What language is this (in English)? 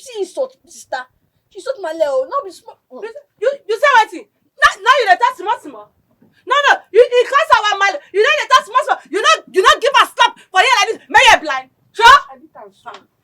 Nigerian Pidgin